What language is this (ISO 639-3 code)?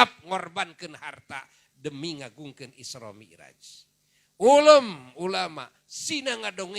sun